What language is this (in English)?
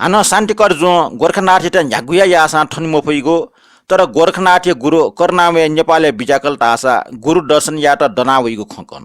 Newari